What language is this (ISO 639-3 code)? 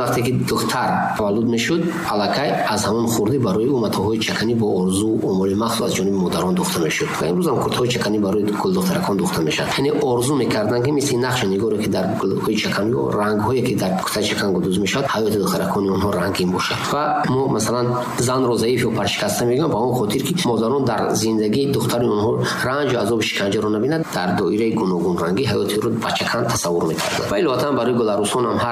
tgk